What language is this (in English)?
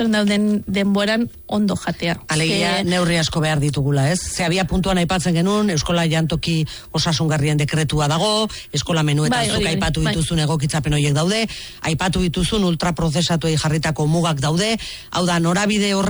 Basque